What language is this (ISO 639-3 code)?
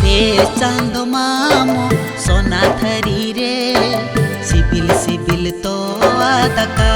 sat